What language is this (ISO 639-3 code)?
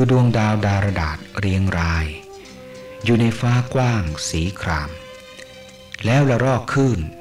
tha